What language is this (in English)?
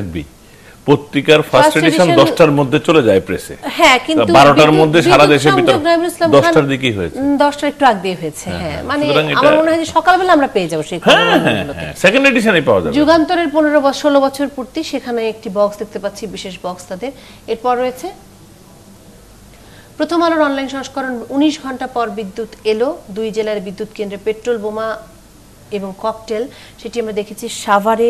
Bangla